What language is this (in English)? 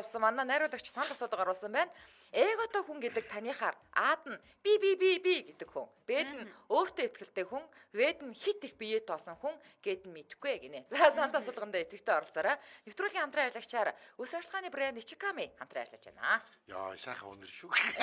Mongolian